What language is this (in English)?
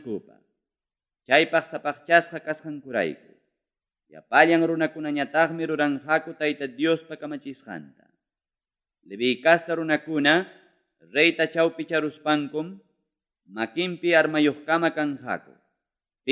Ayacucho Quechua